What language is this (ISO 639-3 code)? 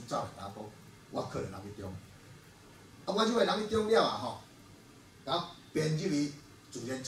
nan